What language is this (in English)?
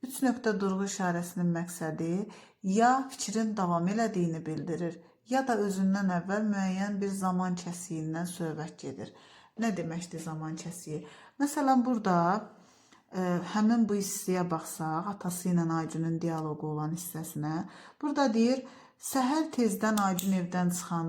Azerbaijani